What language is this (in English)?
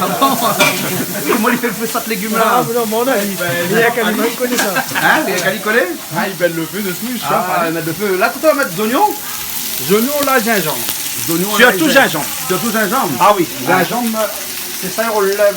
Réunion Creole French